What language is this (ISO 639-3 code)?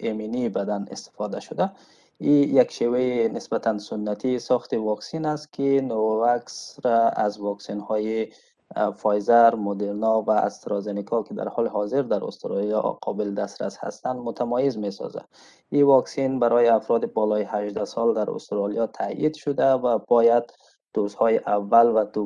tgk